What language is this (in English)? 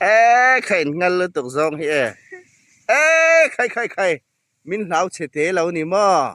Hmar